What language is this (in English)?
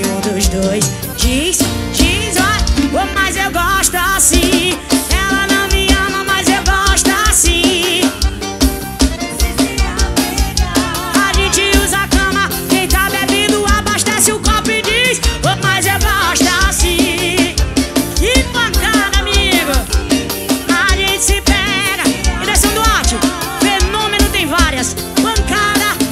Portuguese